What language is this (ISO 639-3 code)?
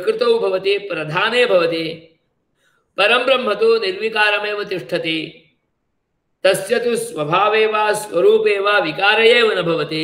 san